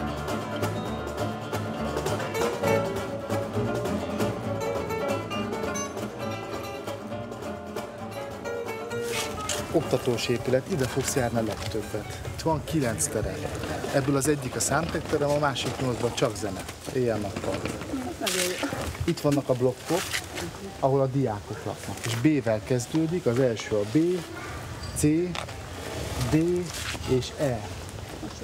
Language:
Hungarian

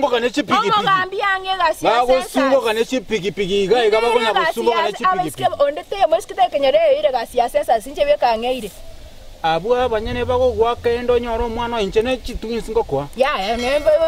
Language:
Gusii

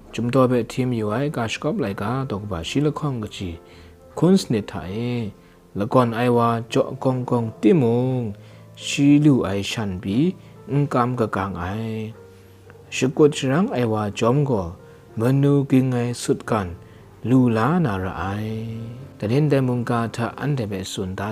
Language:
Kachin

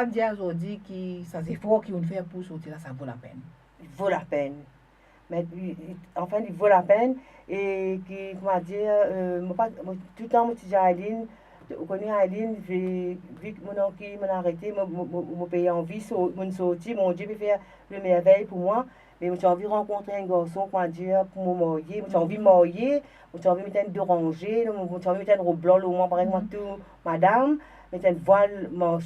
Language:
Morisyen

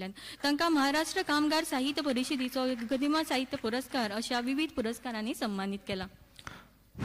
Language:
Konkani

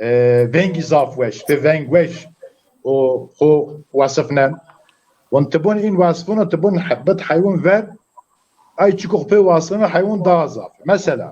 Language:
Zaza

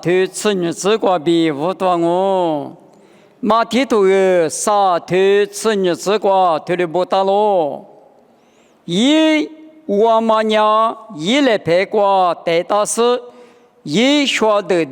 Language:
Lisu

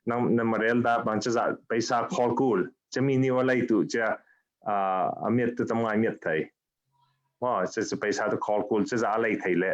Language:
Falam Chin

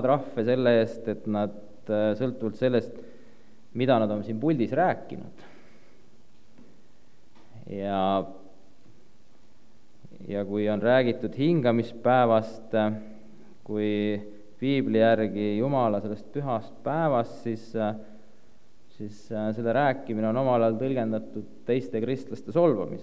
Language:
Estonian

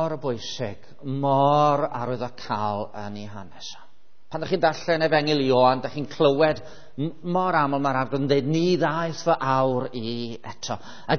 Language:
Welsh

